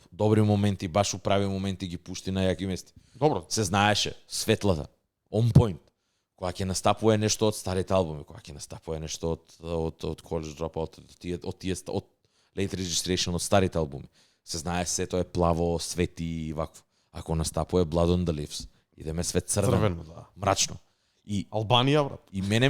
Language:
Macedonian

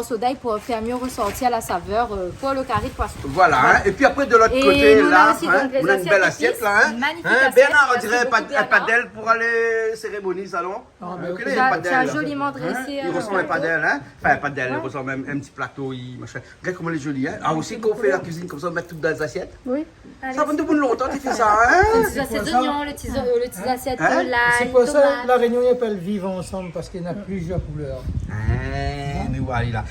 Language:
Réunion Creole French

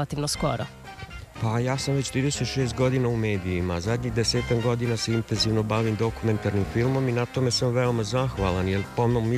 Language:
Serbian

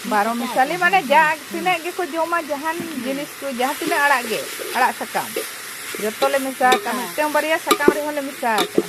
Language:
Santali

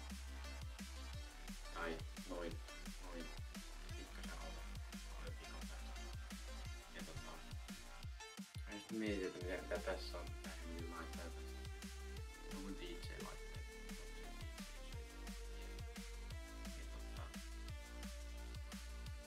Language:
Finnish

